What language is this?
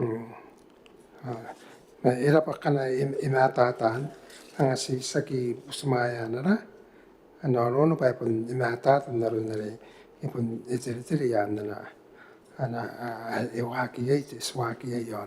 Gilbertese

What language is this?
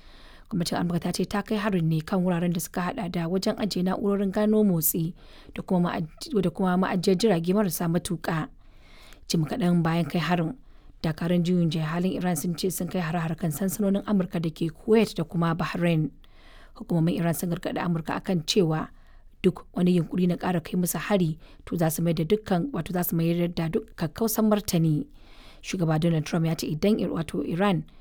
Hausa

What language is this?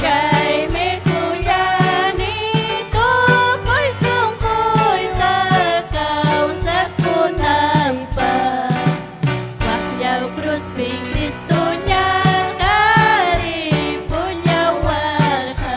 Ayacucho Quechua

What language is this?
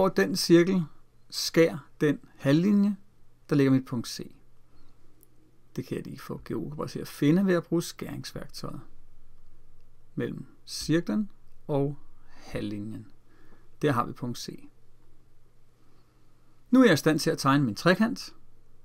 Danish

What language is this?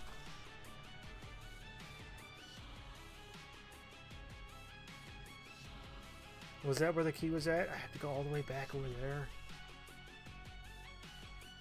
English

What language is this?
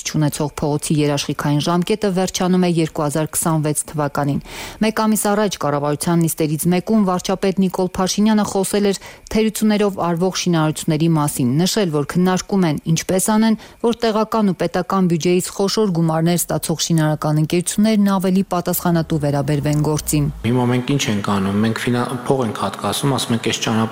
Armenian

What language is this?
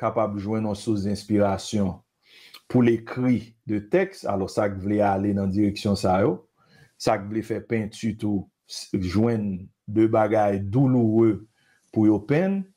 Haitian Creole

